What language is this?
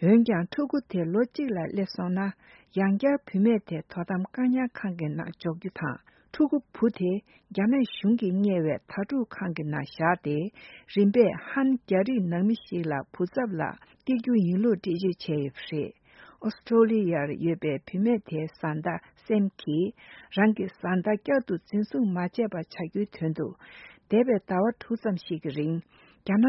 Tibetan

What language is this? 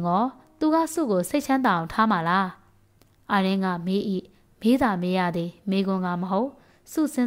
Burmese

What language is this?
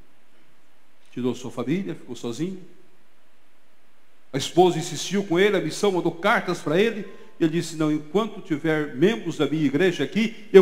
Portuguese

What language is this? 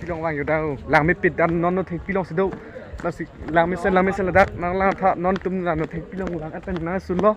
Karbi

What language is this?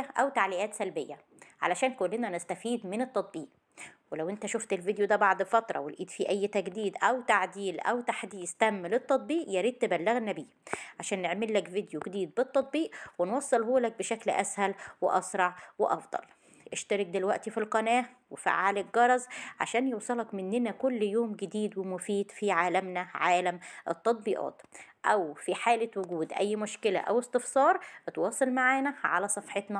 Egyptian Arabic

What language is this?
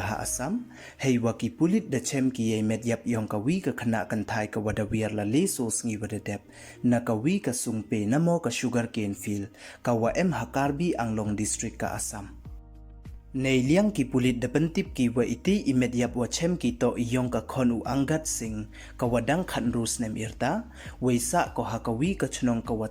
Pnar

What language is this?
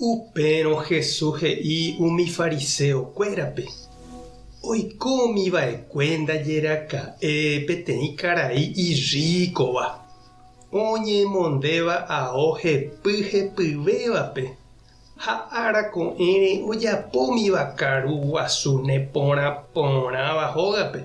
Guarani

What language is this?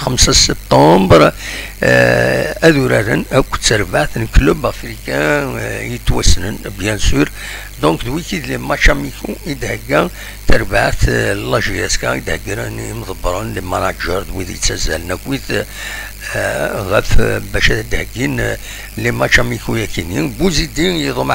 Algerian Arabic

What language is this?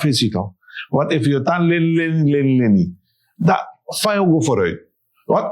Sranan Tongo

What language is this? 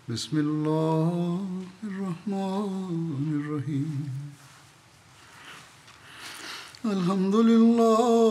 Urdu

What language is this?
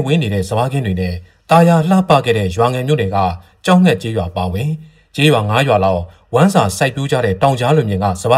Burmese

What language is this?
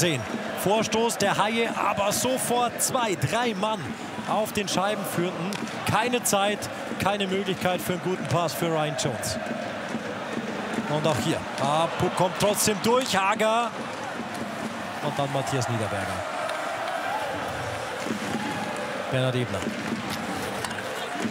German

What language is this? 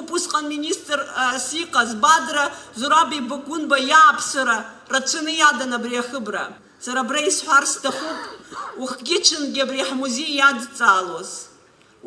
Abkhazian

